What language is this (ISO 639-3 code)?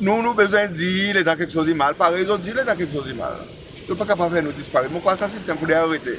crs